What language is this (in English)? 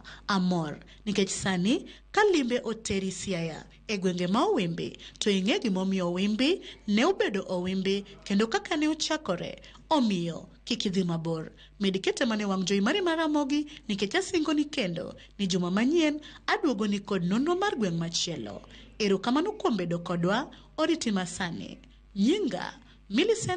Luo (Kenya and Tanzania)